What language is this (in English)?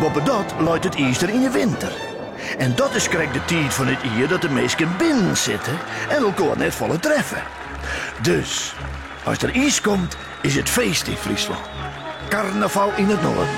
Western Frisian